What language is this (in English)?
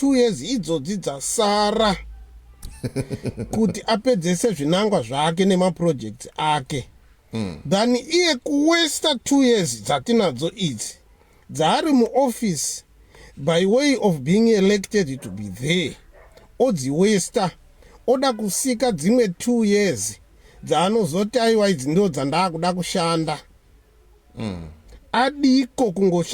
Shona